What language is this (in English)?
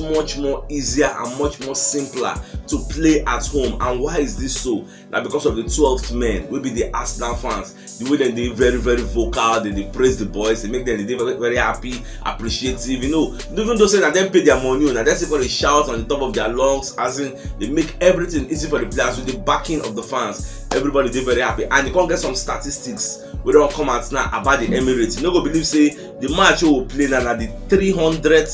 Nigerian Pidgin